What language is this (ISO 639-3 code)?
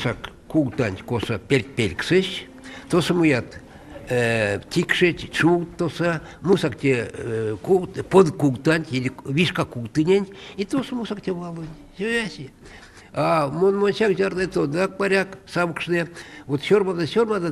myv